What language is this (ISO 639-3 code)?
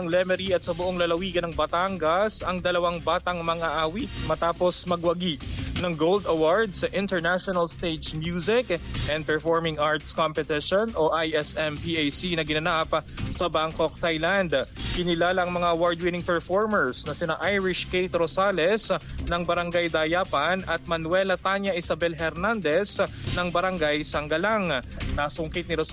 fil